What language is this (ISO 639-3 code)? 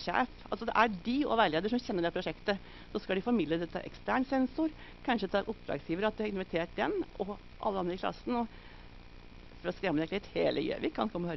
nor